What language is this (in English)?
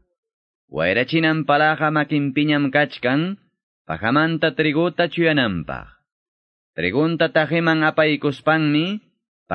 Quechua